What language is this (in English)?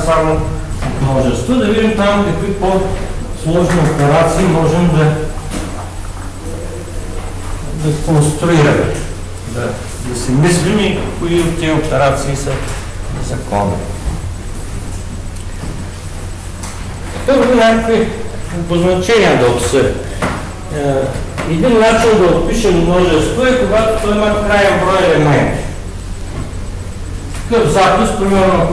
Bulgarian